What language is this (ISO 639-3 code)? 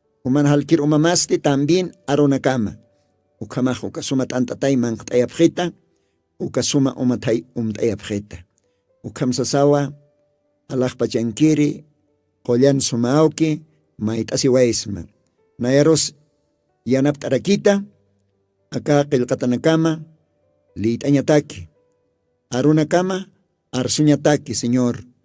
aym